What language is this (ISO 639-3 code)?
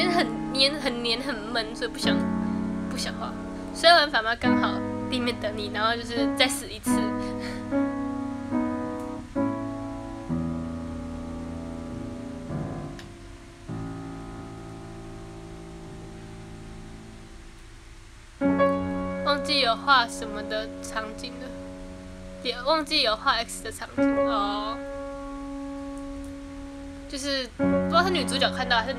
zho